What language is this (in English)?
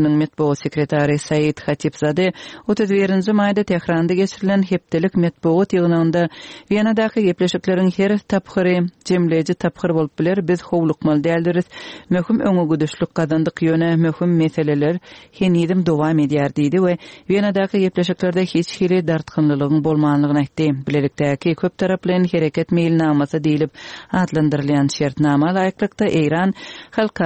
Kyrgyz